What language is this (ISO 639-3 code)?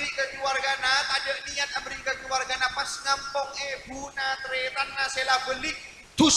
mad